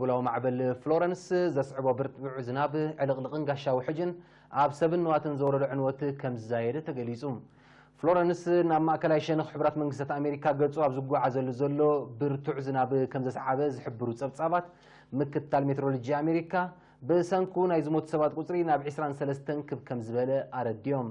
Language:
Tigrinya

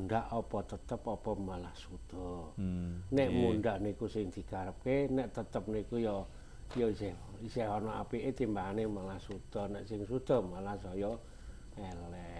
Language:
Javanese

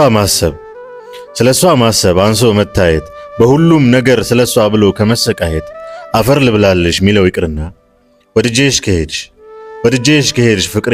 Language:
Amharic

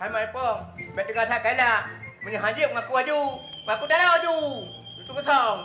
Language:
Achinese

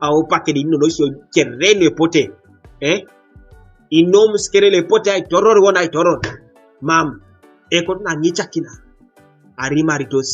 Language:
Teso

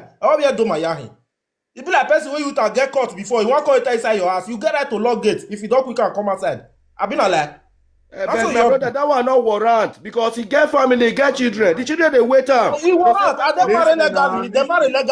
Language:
Nigerian Pidgin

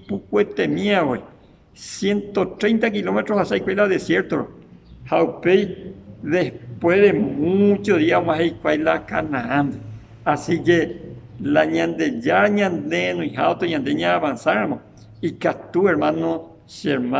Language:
Guarani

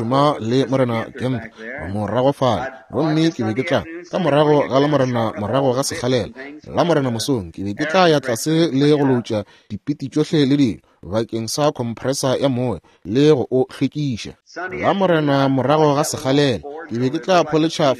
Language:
Northern Sotho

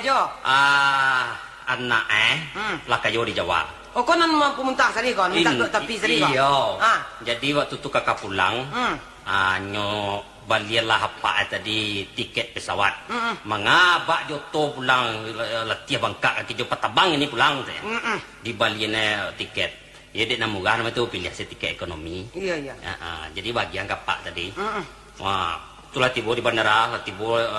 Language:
Minangkabau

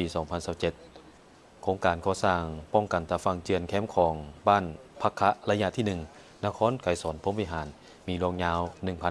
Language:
Lao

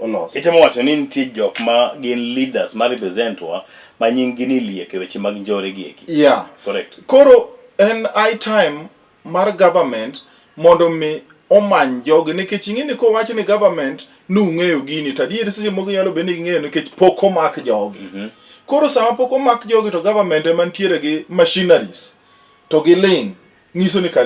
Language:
Luo (Kenya and Tanzania)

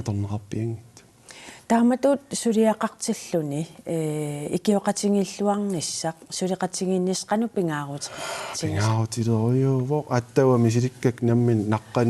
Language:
Kalaallisut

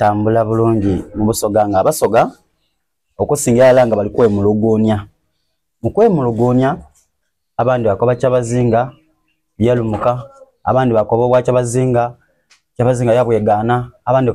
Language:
Soga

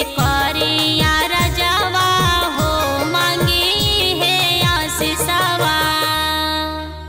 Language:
Bhojpuri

